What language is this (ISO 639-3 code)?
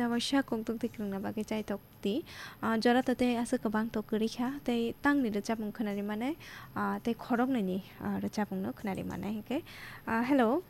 trp